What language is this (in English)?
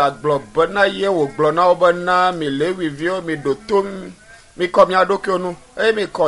Ewe